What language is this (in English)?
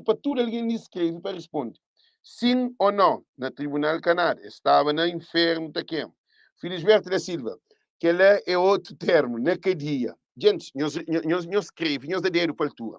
Kabuverdianu